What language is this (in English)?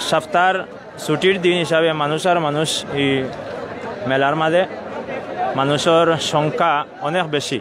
Sylheti